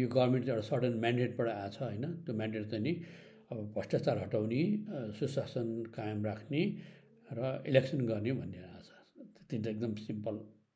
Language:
Nepali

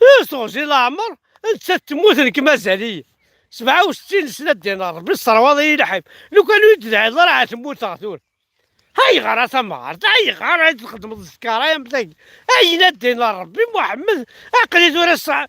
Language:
Kabyle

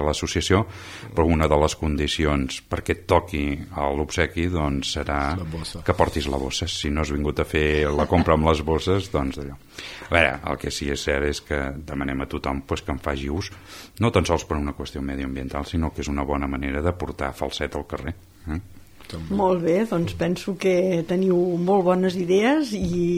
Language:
Catalan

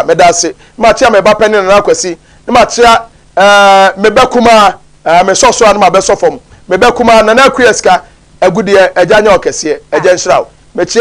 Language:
Akan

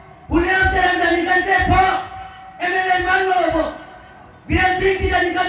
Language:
Karbi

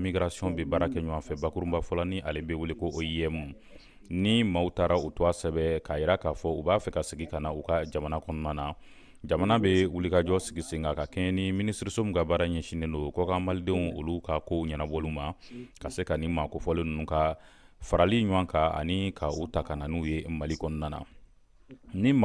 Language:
Bambara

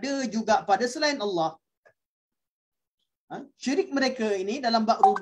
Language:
Malay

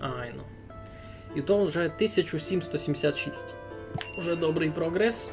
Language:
Rusyn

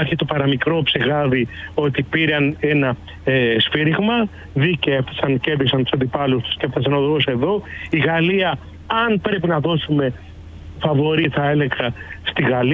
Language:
Greek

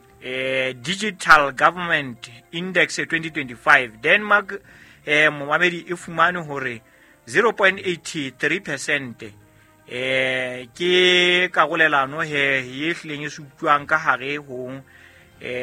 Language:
Southern Sotho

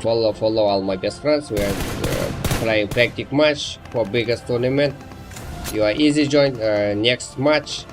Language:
Kara-Kalpak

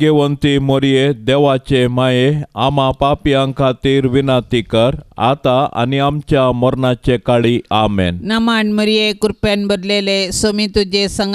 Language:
Konkani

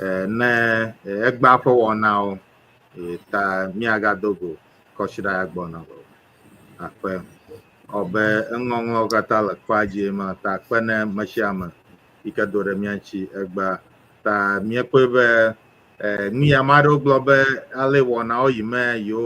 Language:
Ewe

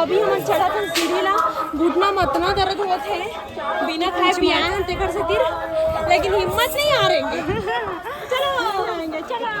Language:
Chhattisgarhi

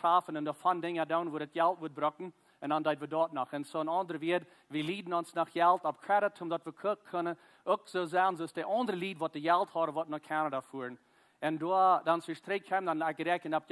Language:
Plautdietsch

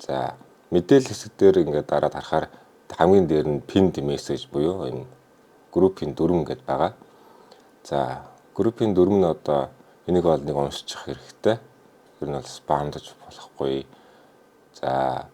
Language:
Mongolian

